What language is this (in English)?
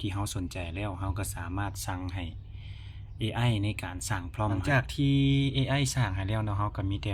Lao